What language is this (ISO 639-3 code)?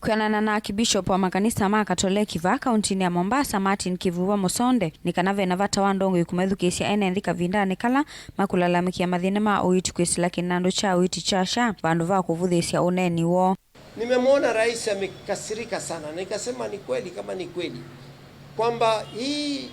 kam